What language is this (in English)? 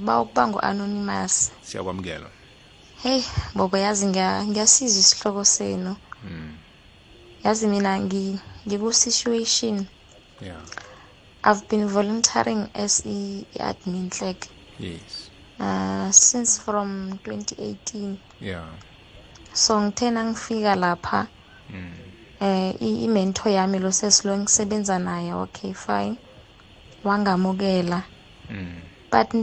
South Ndebele